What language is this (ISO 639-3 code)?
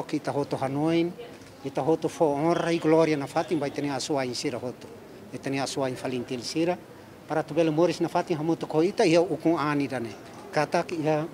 tet